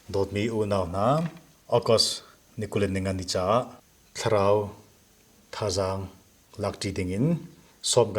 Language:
Hakha Chin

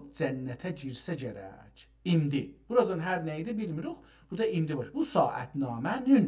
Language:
South Azerbaijani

